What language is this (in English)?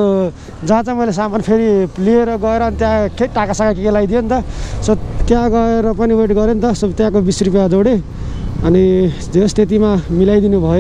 Nepali